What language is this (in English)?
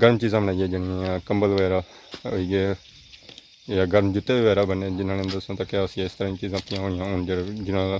Pahari-Potwari